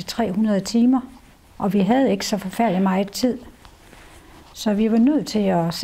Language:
Danish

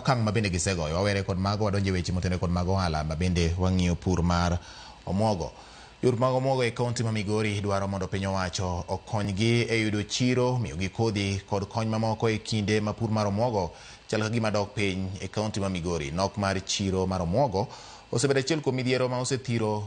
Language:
Luo (Kenya and Tanzania)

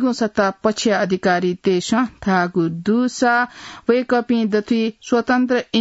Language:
Newari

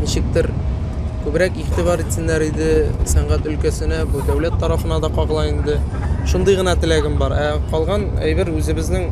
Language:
Tatar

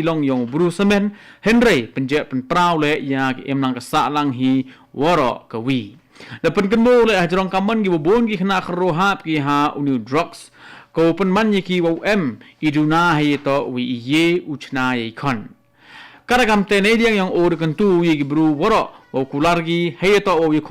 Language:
Khasi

